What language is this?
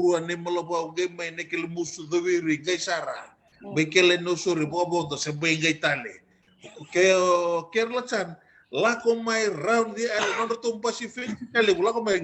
Fijian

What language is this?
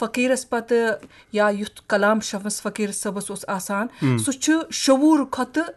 Kashmiri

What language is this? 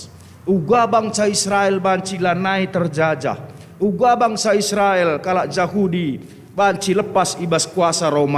Batak Karo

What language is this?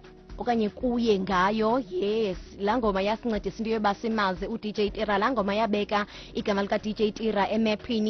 Xhosa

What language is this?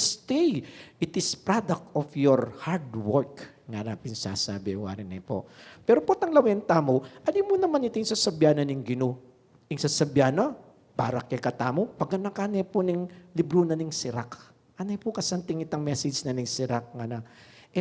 Pampanga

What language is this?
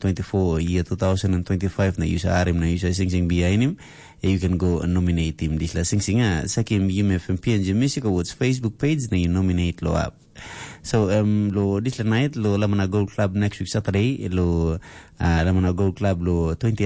Tok Pisin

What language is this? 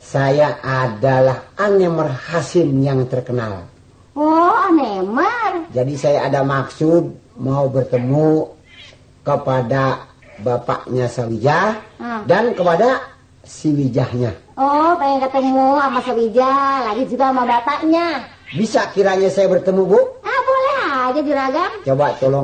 Betawi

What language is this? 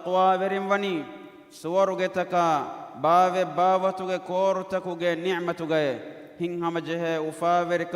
Divehi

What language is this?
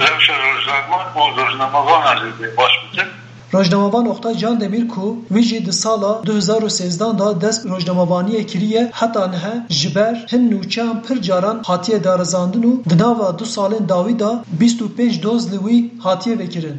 Kurdish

